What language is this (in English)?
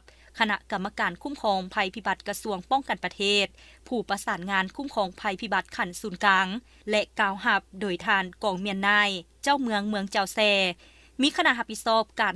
Lao